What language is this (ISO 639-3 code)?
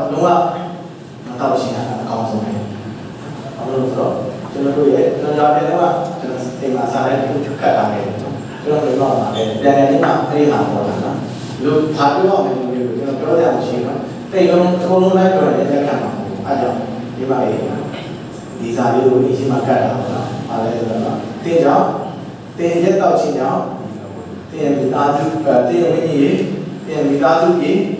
mya